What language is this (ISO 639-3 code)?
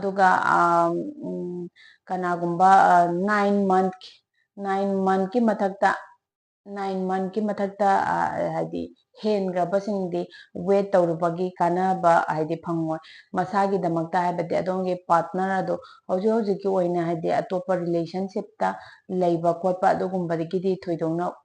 mni